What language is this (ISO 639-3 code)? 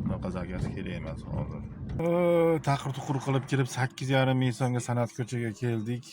uzb